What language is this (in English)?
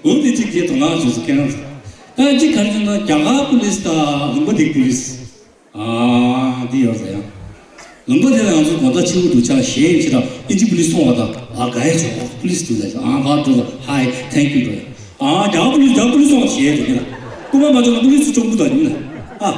Tibetan